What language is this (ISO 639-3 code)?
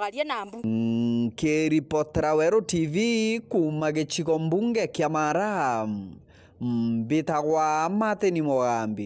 mer